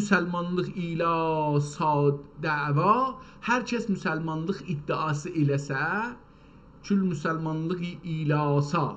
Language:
South Azerbaijani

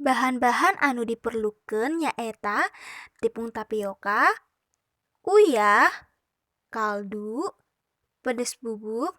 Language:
Sundanese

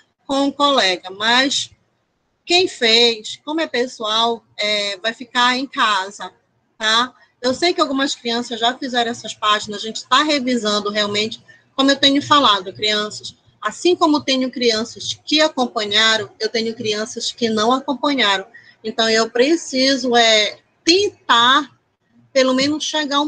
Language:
Portuguese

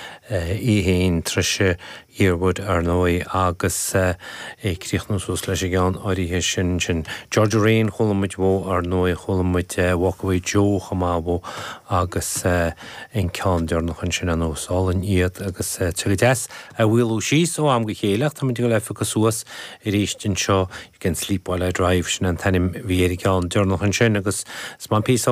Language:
Irish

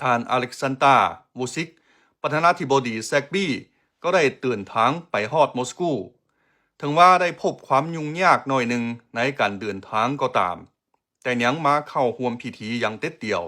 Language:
Lao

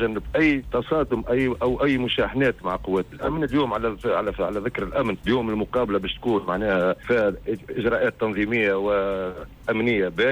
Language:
Tunisian Arabic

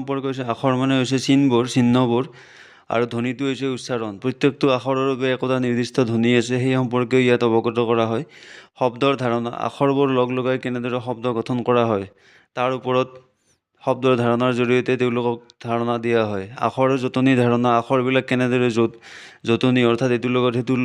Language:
Assamese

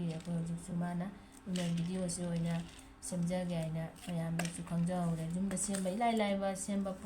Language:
Manipuri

